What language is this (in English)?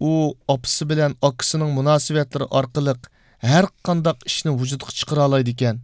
Uyghur